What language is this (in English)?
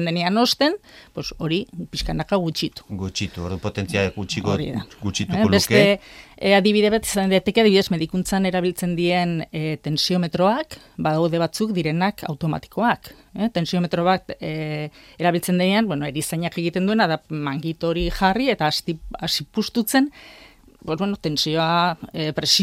Basque